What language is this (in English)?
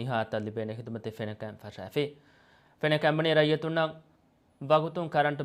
Divehi